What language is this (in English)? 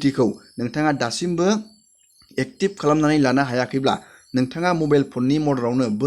Bodo